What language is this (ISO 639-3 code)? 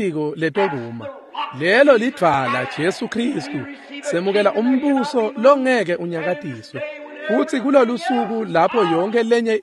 ssw